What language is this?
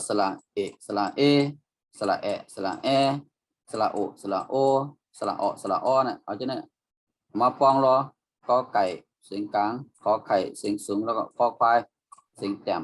Shan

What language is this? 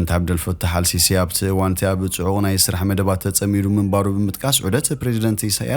Tigrinya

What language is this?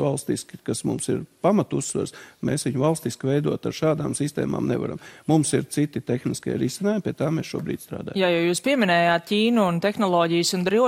Latvian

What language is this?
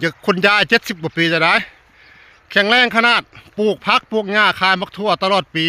Northeastern Thai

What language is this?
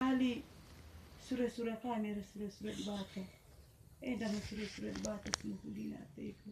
Batak Karo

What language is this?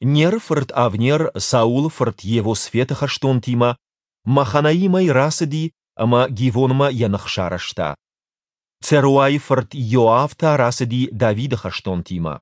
Ossetic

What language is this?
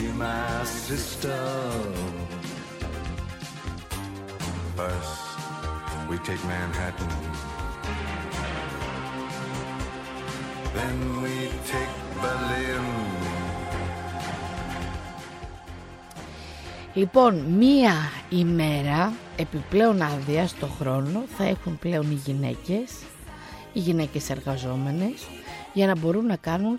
Greek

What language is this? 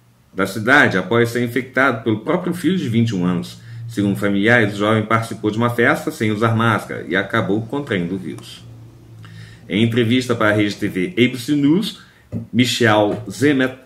Portuguese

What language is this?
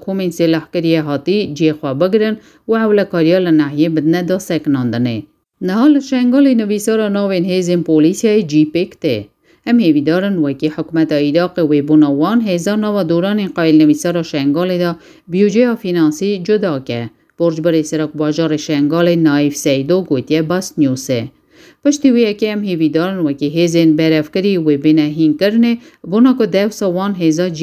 Kurdish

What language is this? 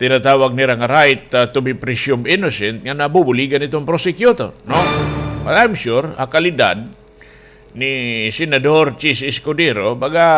Waray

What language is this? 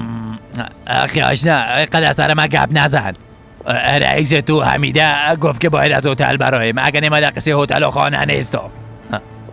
Persian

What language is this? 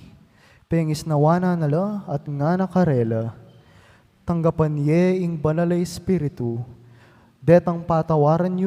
Pampanga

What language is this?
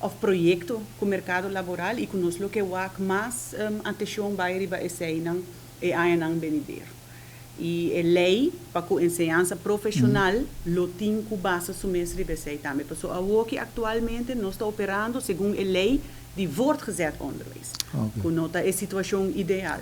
Papiamento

